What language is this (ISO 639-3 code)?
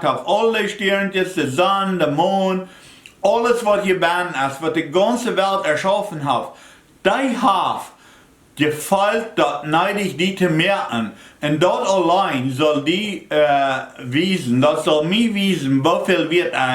pdt